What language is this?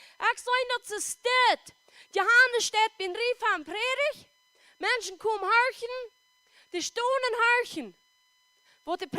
Plautdietsch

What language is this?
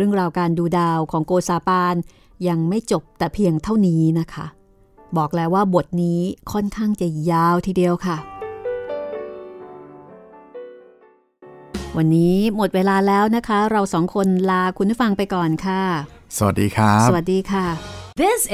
Thai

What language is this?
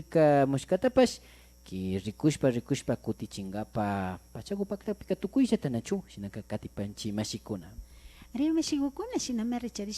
Imbabura Highland Quichua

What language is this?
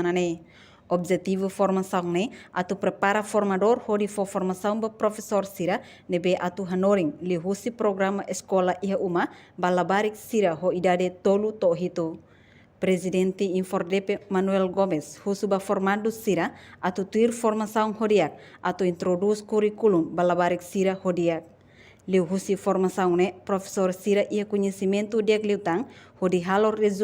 Tetum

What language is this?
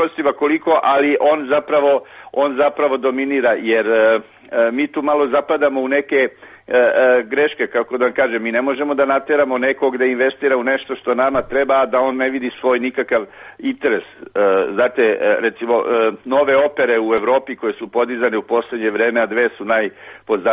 Serbian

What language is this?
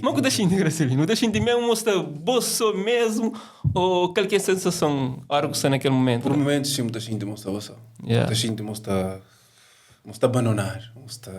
Kabuverdianu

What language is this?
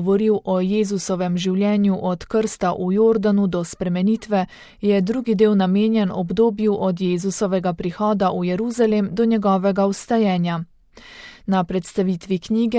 Slovenian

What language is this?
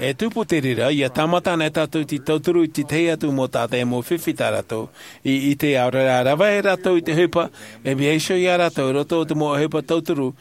Tahitian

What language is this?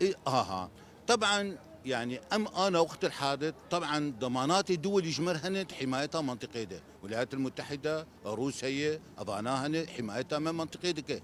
Kurdish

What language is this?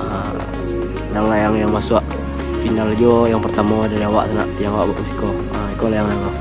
Minangkabau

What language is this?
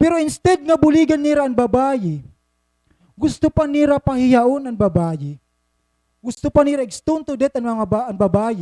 Waray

